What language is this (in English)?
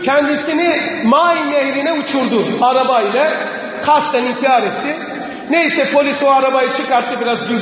Turkish